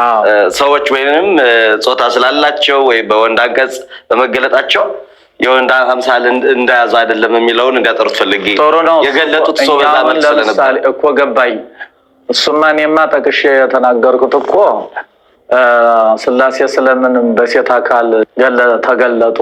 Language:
Amharic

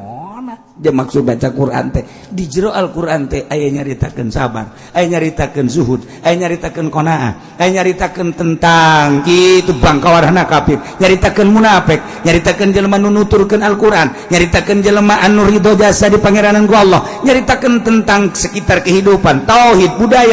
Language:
Sundanese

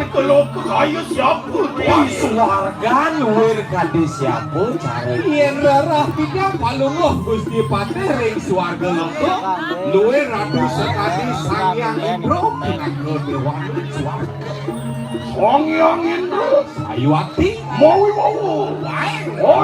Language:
Balinese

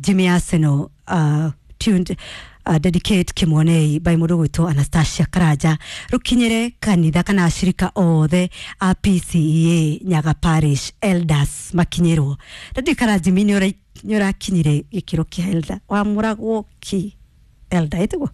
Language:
Kikuyu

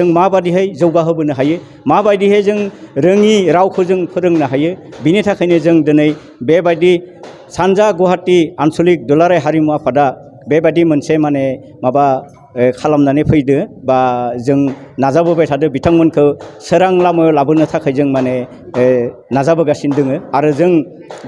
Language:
Bodo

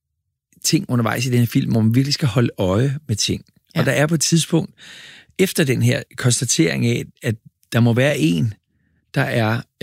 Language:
Danish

